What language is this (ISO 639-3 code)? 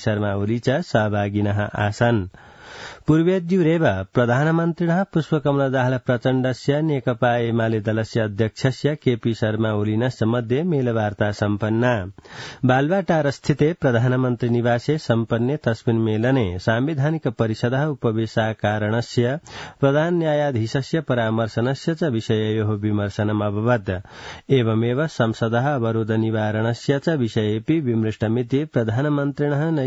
san